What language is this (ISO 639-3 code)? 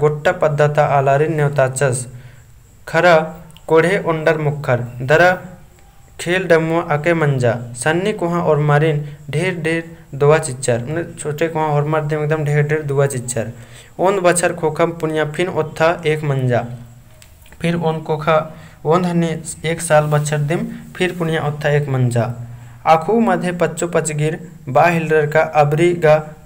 kru